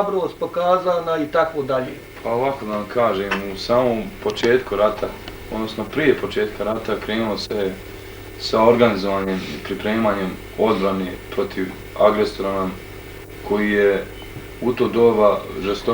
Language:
Bosnian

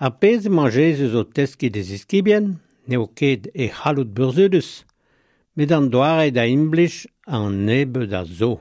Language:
Breton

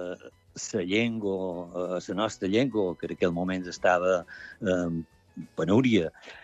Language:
Catalan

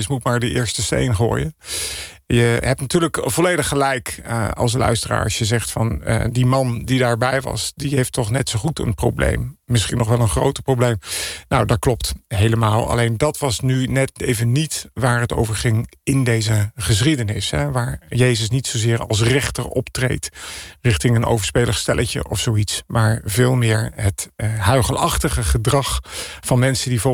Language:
Dutch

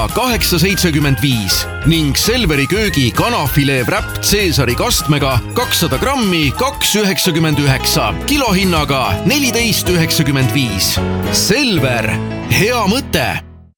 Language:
Estonian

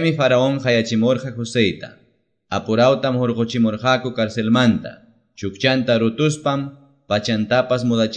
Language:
Quechua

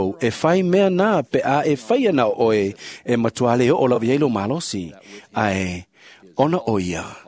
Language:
Samoan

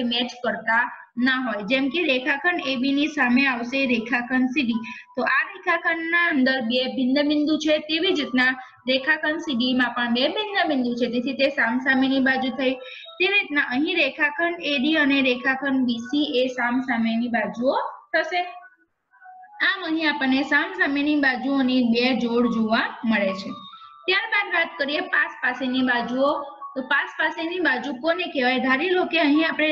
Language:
Gujarati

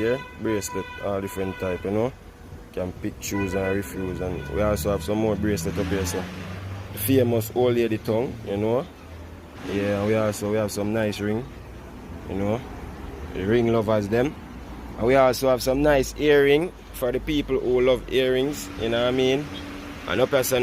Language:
Jamaican Creole English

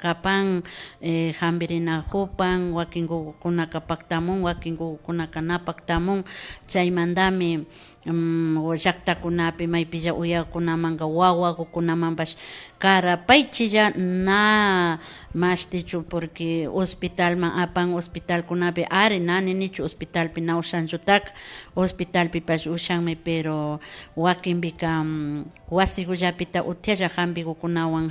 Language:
Imbabura Highland Quichua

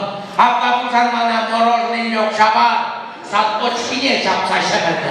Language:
Chuvash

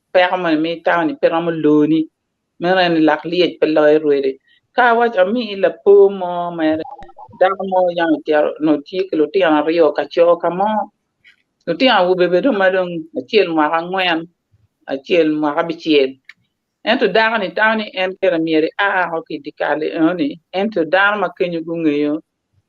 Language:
Acoli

